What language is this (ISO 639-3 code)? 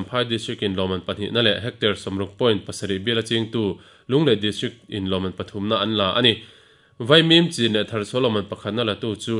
lus